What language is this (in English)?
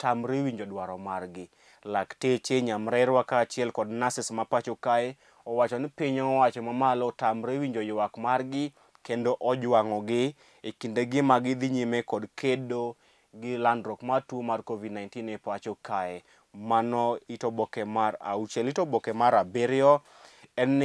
Luo (Kenya and Tanzania)